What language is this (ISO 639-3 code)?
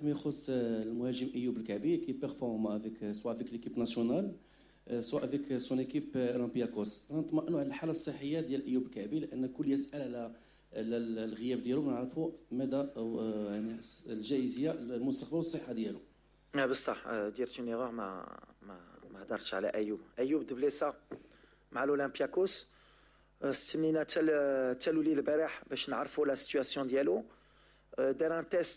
ary